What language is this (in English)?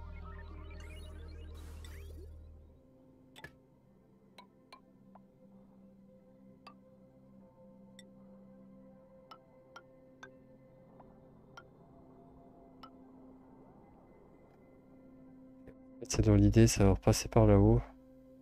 French